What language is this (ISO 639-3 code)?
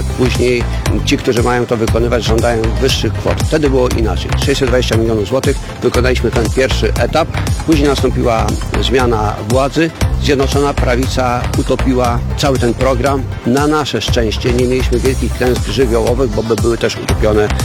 pol